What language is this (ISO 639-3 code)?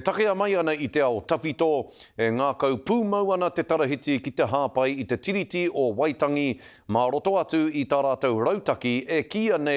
mri